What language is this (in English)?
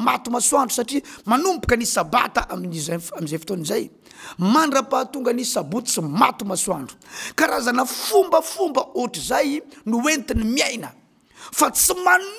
Malagasy